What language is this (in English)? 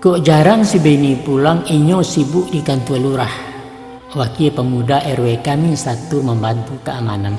Minangkabau